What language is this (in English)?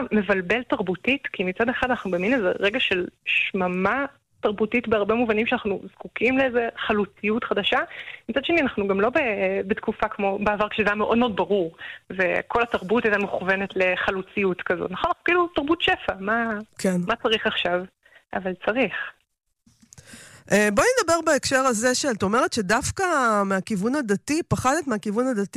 Hebrew